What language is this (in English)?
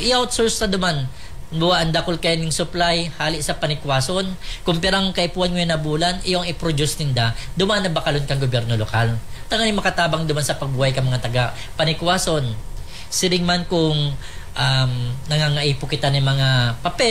Bikol